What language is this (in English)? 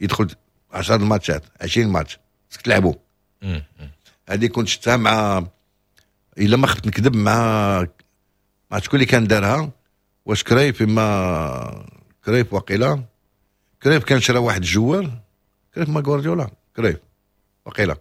Moroccan Arabic